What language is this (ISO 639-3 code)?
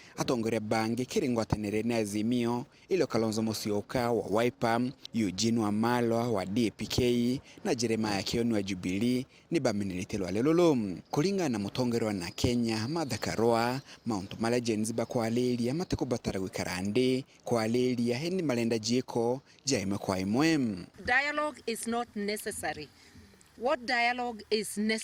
mer